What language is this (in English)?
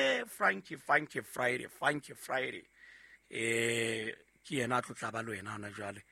Southern Sotho